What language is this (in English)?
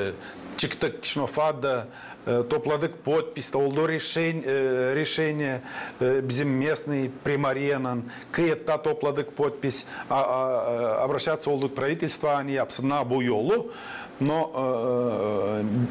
Gagauz